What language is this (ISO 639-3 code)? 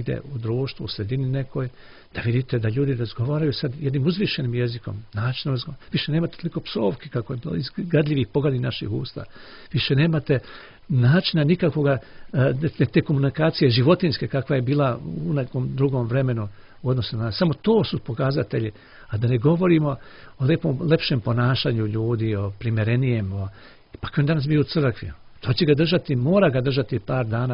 srp